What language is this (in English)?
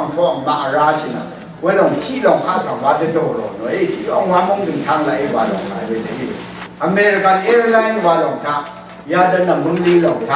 Rawang